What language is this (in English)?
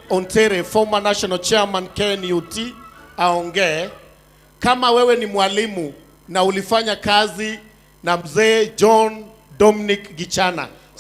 Gusii